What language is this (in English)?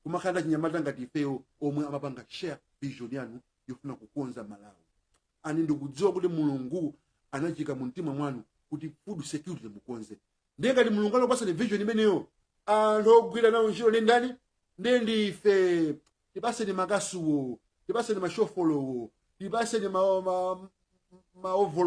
Nyanja